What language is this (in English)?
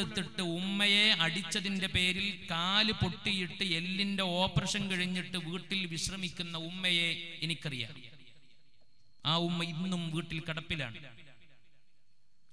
Malayalam